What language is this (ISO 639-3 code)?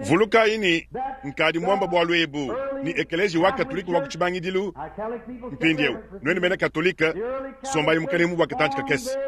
lua